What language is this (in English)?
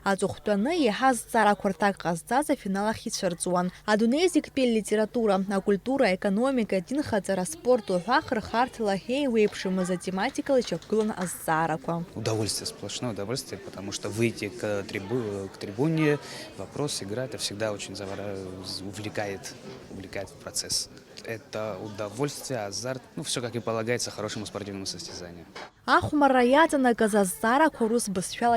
Abkhazian